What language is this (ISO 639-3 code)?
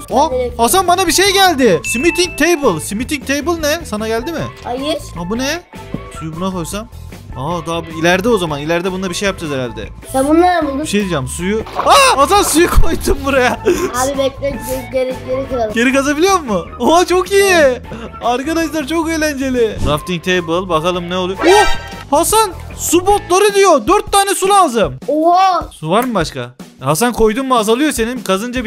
tur